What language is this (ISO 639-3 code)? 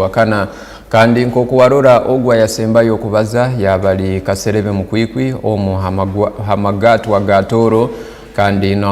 ttj